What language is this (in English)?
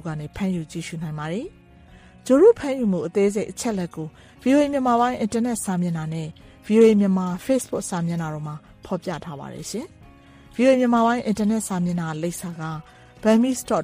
Burmese